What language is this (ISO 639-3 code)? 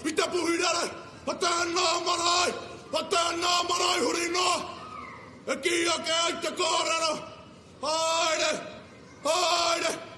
mri